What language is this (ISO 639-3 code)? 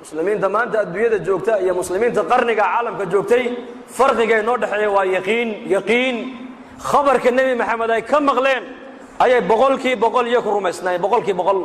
som